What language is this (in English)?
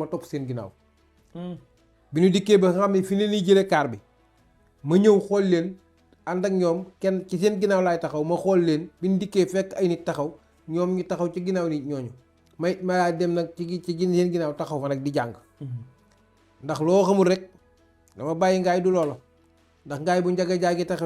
Wolof